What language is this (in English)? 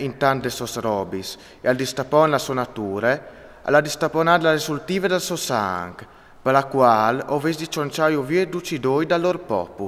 Friulian